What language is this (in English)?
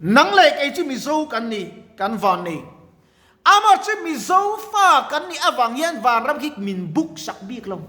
Mizo